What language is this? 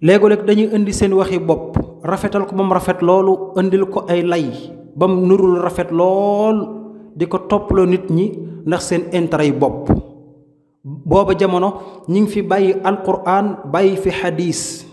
Wolof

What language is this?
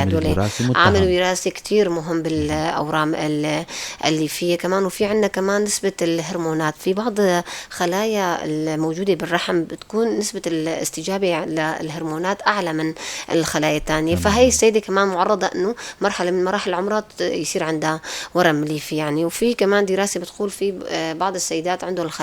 North Levantine Arabic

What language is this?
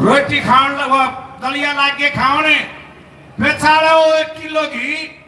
Haryanvi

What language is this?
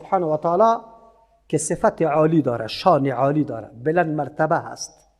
Persian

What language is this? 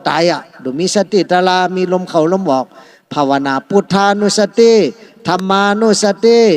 Shan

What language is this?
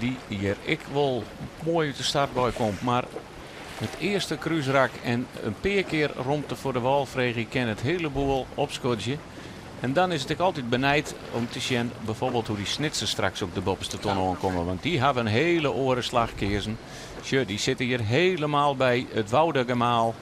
Western Frisian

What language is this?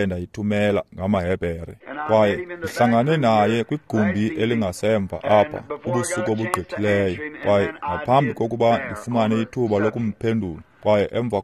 Xhosa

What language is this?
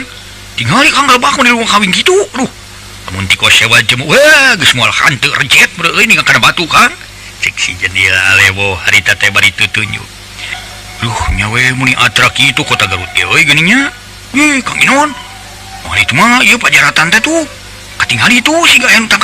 Sundanese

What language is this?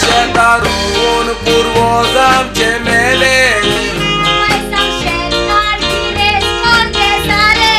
Konkani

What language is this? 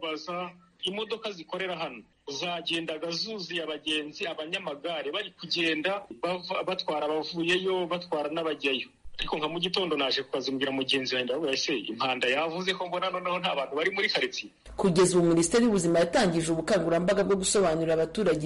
Kinyarwanda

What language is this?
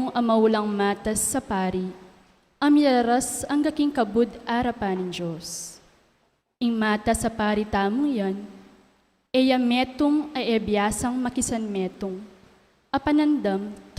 Pampanga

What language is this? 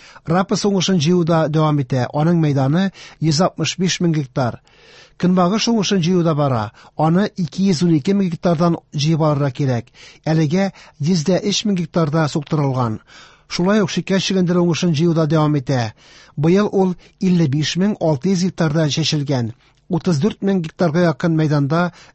Tatar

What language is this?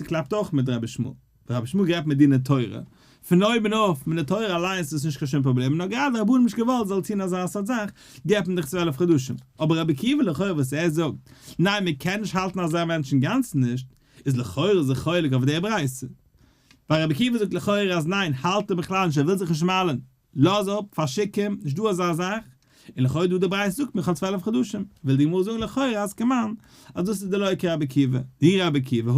Yiddish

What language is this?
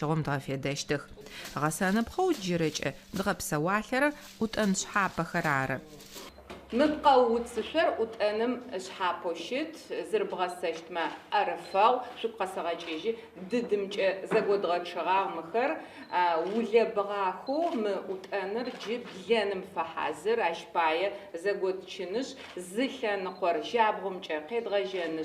Adyghe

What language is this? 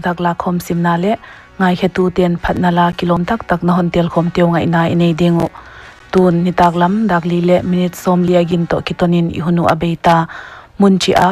Paite Chin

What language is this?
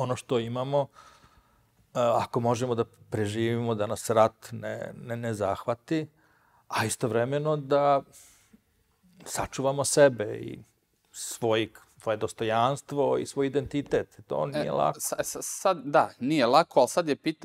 Serbian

